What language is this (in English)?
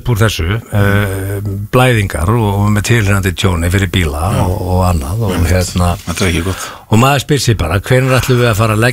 Icelandic